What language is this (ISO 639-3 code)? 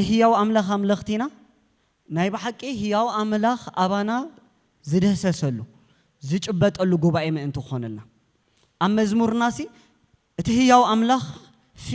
tir